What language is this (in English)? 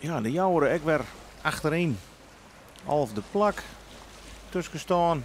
Western Frisian